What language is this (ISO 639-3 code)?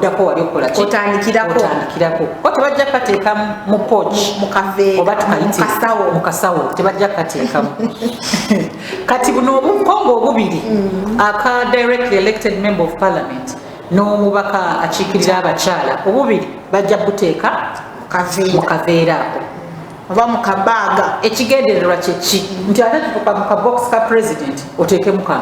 lug